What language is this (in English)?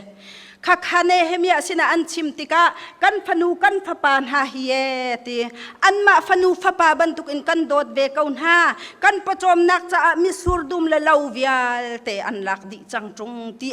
Hakha Chin